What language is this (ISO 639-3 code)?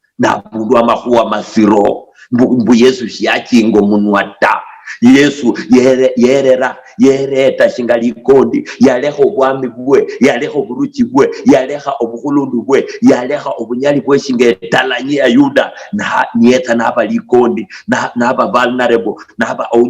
luy